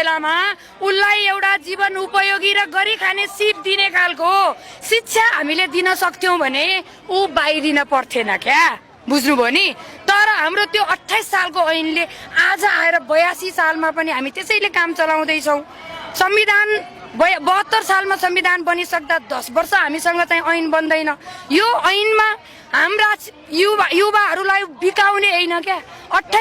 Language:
Nepali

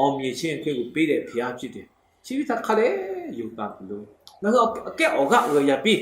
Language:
Lahu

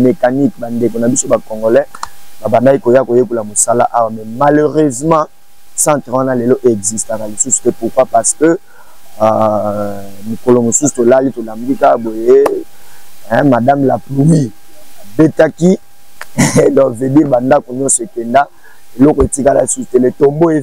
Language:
Lingala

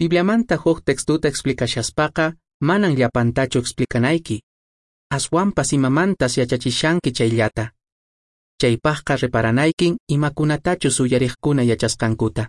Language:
Quechua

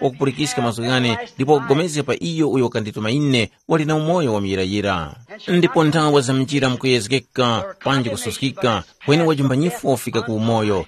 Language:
Tumbuka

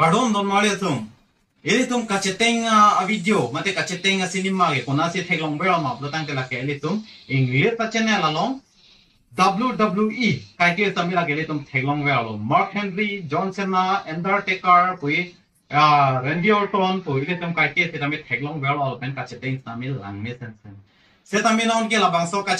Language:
Karbi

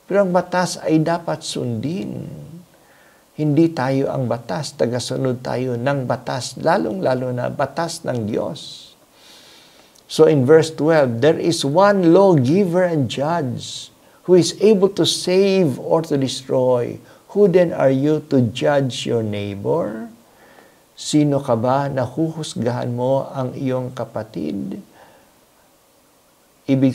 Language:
Filipino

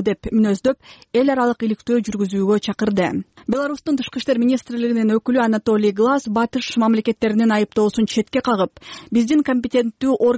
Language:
Kyrgyz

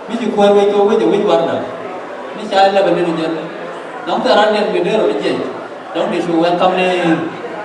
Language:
Nuer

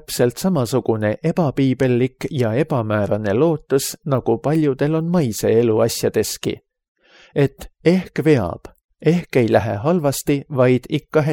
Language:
Estonian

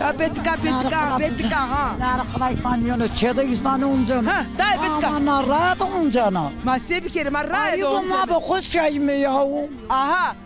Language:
Zaza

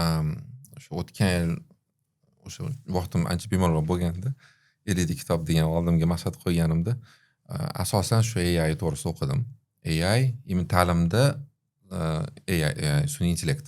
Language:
Uzbek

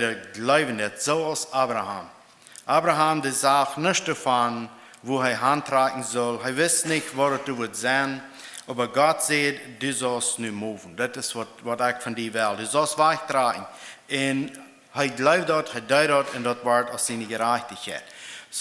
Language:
Plautdietsch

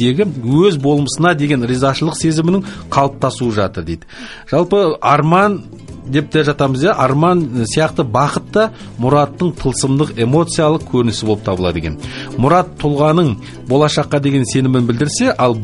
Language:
Kazakh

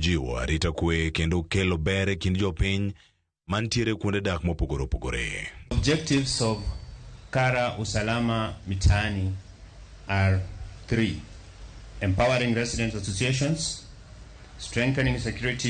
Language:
Luo (Kenya and Tanzania)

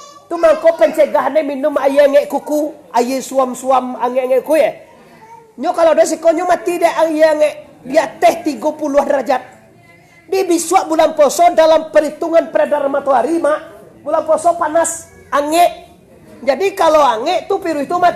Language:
Minangkabau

